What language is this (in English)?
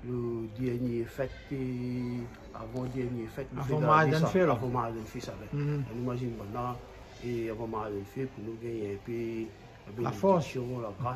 Réunion Creole French